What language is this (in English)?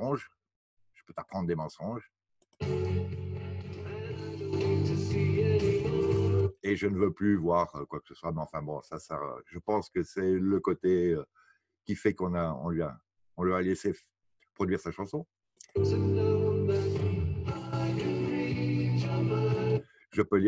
French